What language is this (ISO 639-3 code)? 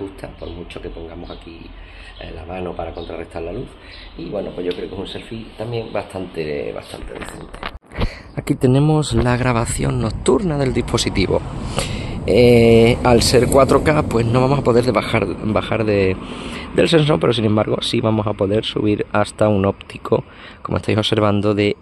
spa